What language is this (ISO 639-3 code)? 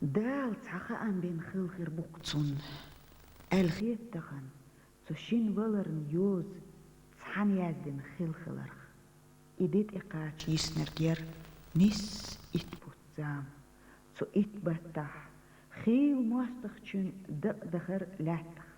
che